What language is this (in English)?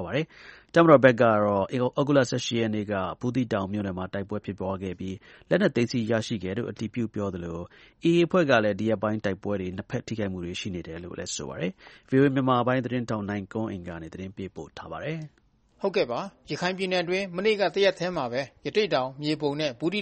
Burmese